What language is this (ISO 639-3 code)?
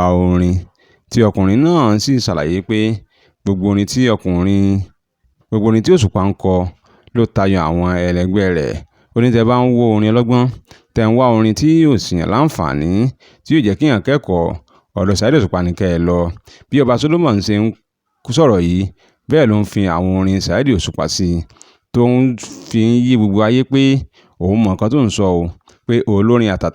yor